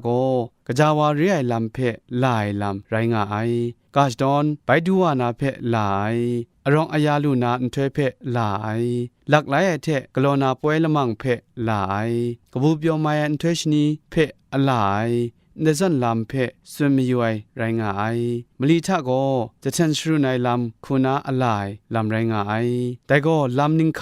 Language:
Kachin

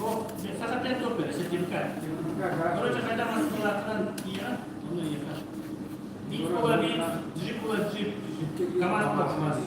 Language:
Yakut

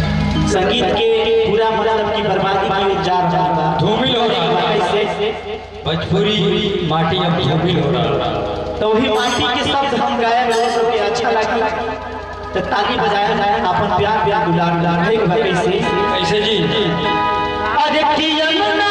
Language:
Bhojpuri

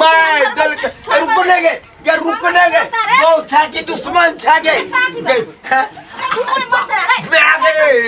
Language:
Maithili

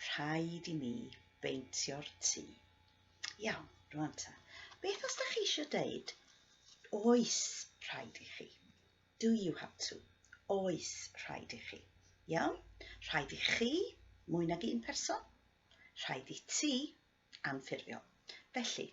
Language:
Welsh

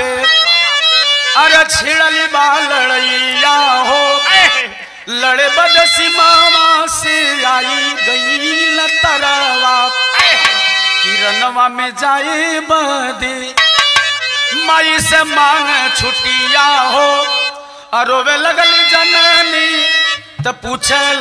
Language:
Bhojpuri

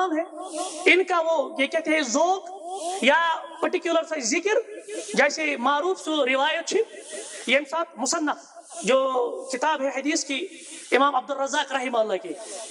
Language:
Kashmiri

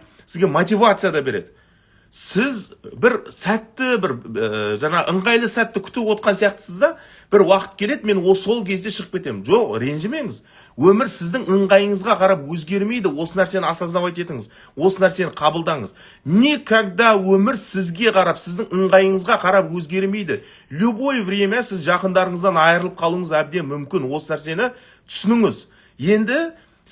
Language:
Kazakh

